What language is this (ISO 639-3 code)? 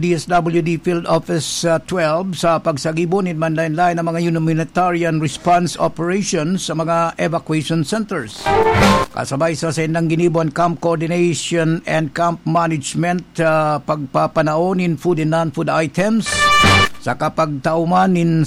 bik